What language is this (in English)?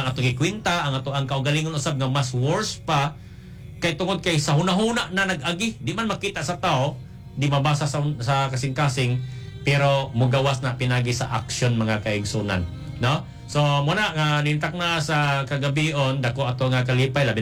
Cebuano